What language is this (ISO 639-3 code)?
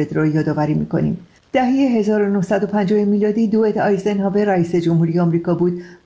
fas